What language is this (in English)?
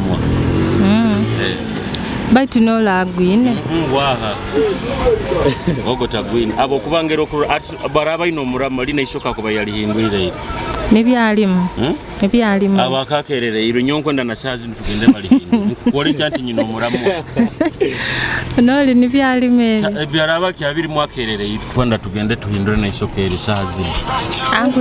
Nyoro